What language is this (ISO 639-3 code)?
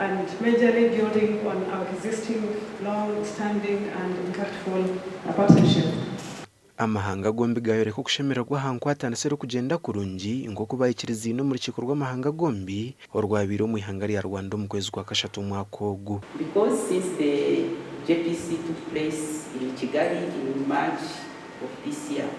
nyn